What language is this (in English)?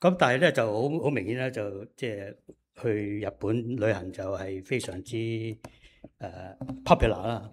Cantonese